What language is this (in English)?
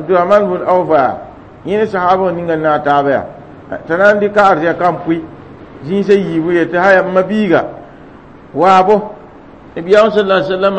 Mossi